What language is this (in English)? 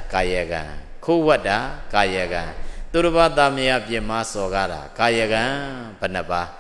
Burmese